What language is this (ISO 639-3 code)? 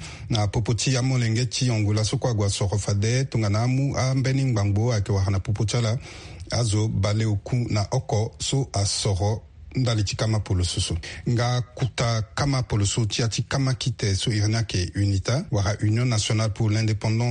sag